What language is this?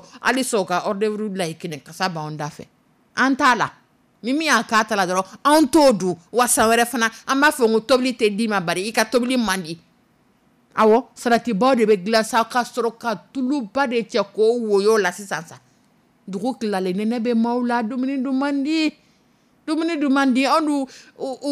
Dyula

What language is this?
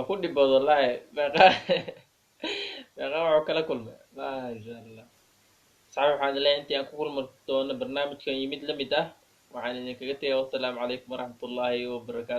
Somali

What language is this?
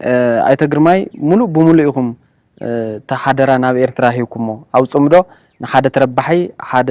Tigrinya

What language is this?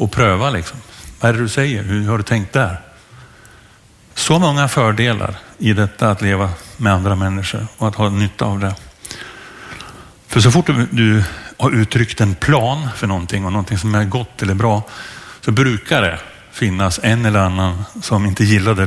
Swedish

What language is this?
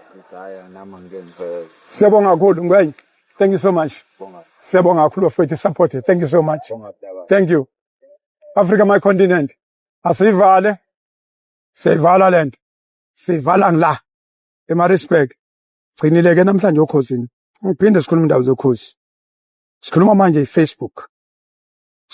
Zulu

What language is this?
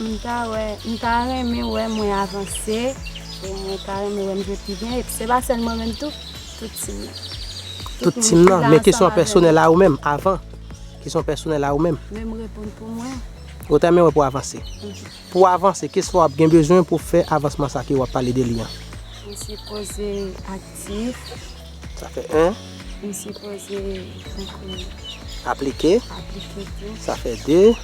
Haitian Creole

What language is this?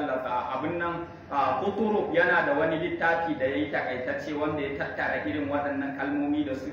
Hausa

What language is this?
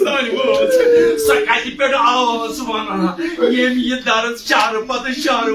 Kashmiri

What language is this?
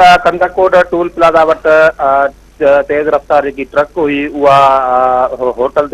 Sindhi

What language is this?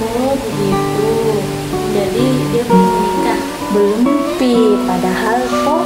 Makassar Malay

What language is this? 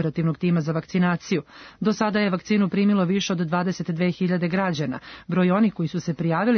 Serbian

